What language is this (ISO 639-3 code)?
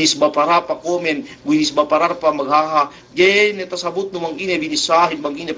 yka